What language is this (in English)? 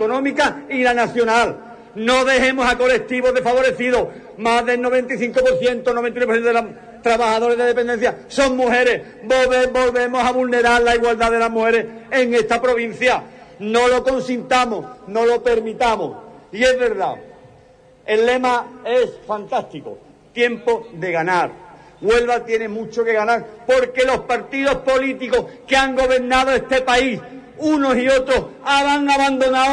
Spanish